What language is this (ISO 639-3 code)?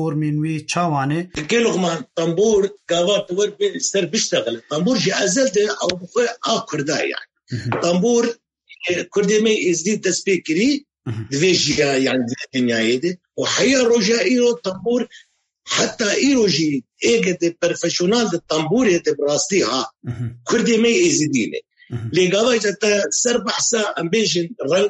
kur